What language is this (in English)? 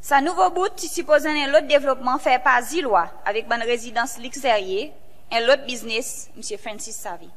Seselwa Creole French